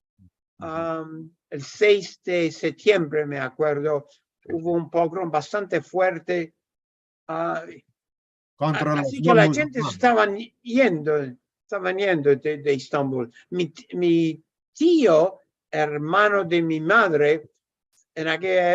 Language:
Ladino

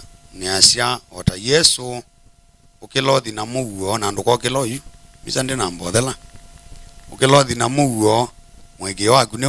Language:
Kamba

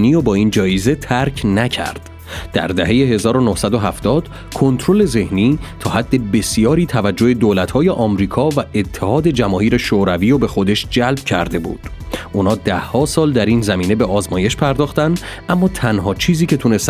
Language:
Persian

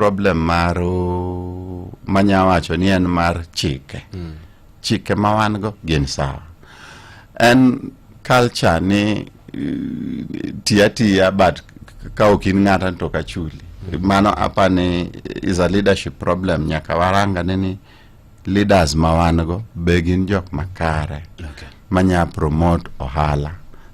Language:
Luo (Kenya and Tanzania)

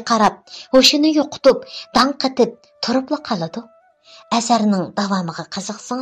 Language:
Uyghur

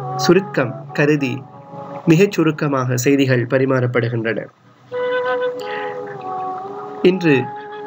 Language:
Tamil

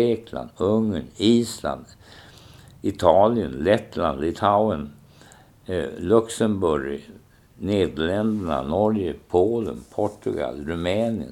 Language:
Swedish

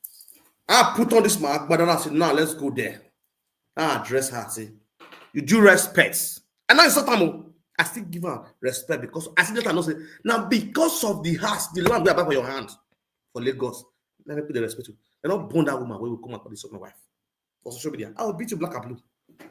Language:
Nigerian Pidgin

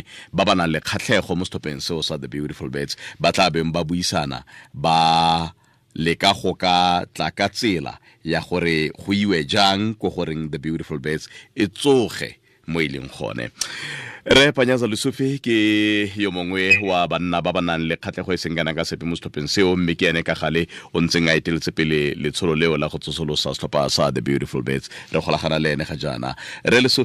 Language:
Tswana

